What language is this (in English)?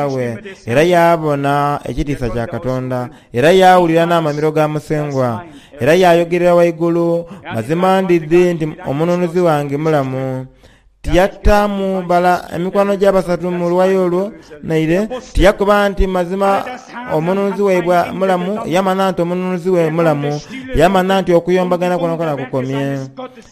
Soga